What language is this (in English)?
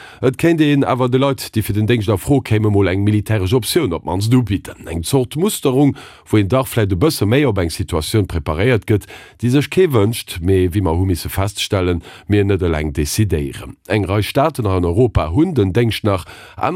Luxembourgish